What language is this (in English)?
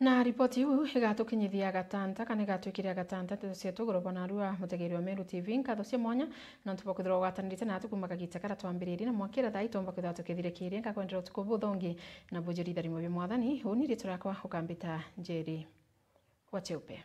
Meru